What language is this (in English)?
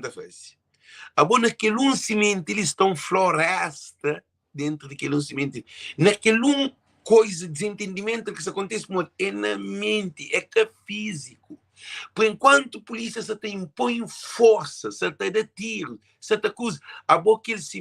Kabuverdianu